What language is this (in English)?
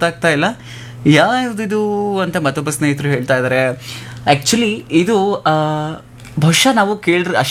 Kannada